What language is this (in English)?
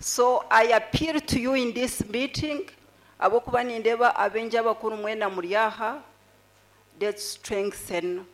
Nyankole